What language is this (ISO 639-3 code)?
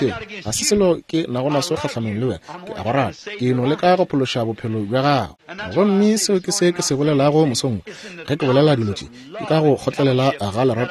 nso